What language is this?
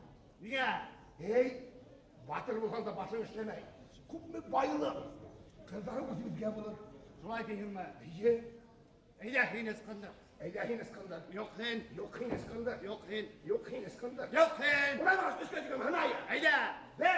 Bashkir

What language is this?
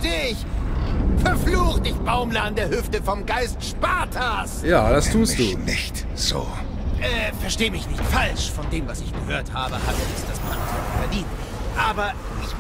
German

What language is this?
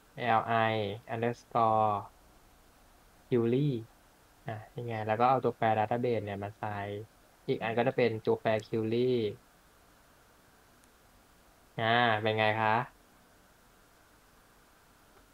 Thai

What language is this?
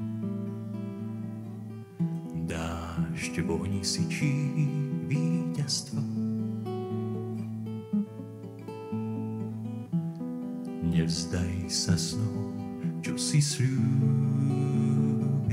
Slovak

